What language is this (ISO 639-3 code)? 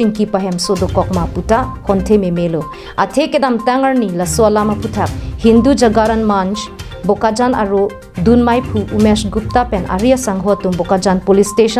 mjw